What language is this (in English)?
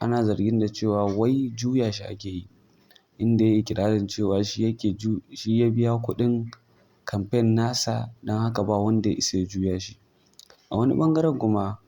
Hausa